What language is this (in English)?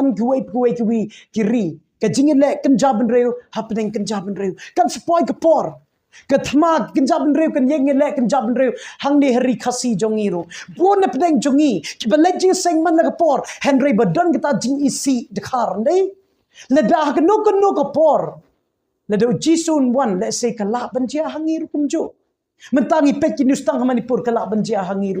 Khasi